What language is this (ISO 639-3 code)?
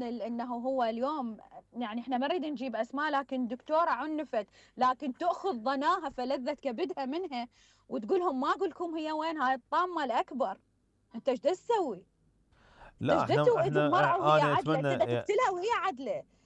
acm